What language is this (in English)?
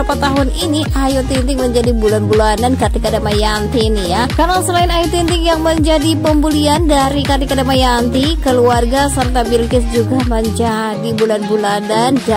Indonesian